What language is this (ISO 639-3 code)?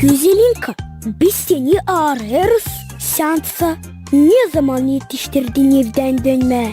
gag